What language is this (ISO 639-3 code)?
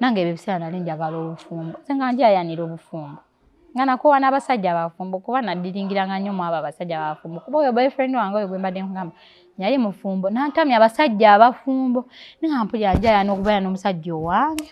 lug